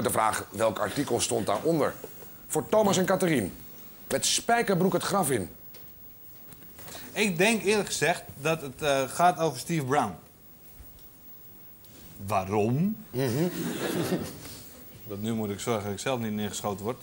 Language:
Dutch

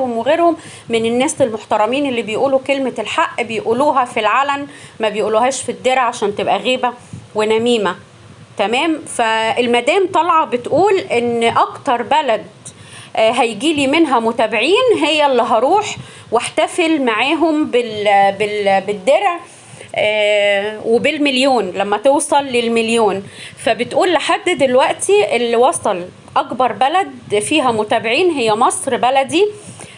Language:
Egyptian Arabic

